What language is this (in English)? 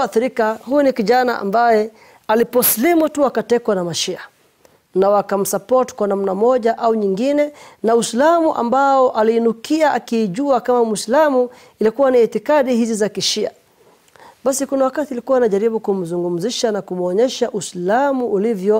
Swahili